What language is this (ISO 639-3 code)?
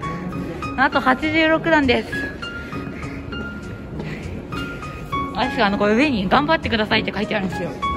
jpn